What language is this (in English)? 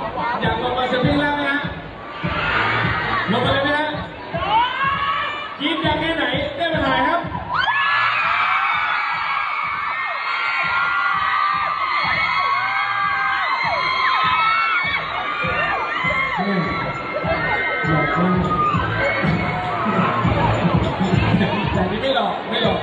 Thai